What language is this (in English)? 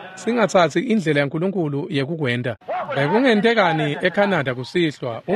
Swati